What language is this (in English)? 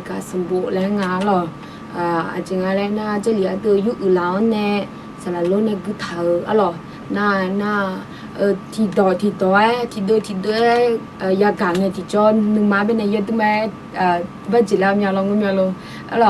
Akha